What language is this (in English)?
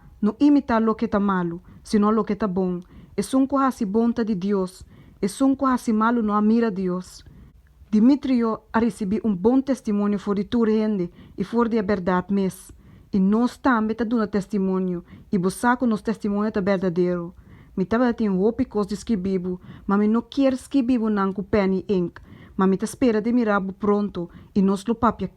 Papiamento